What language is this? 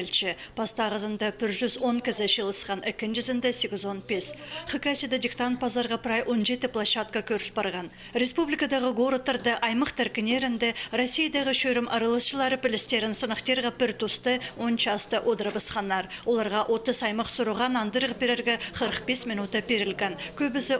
Khakas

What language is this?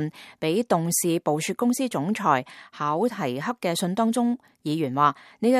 Cantonese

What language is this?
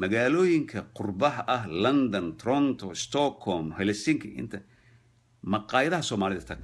Somali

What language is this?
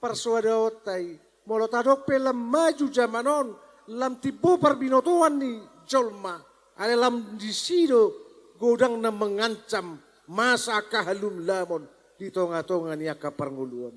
Batak Toba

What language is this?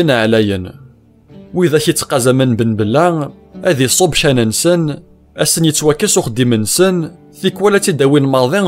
Kabyle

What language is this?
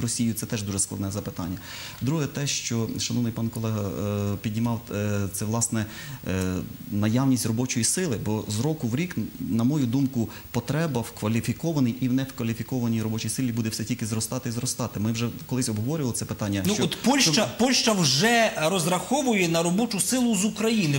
Ukrainian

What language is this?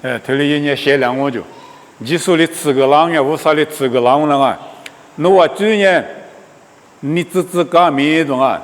Lisu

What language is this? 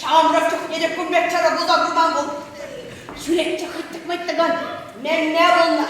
Chuvash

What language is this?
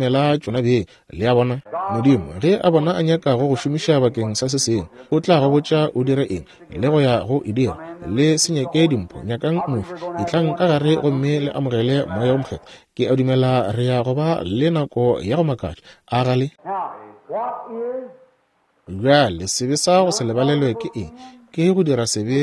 Northern Sotho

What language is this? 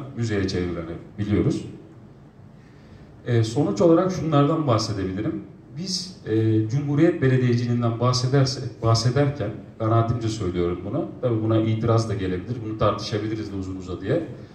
Turkish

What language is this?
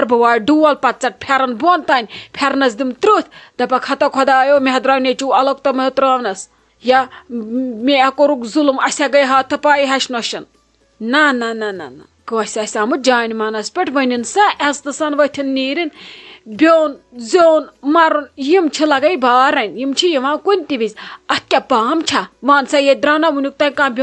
Kashmiri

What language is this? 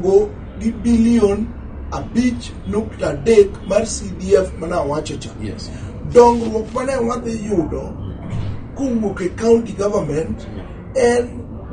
Luo (Kenya and Tanzania)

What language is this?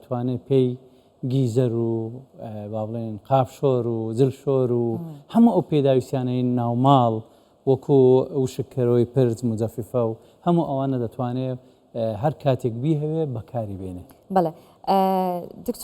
Central Kurdish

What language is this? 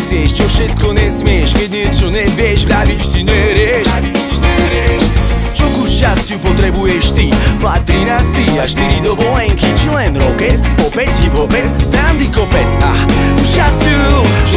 Slovak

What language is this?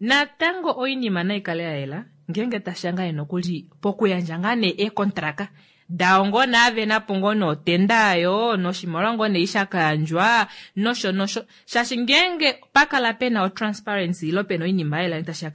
Kuanyama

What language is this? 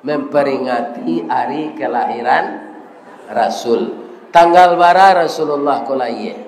Minangkabau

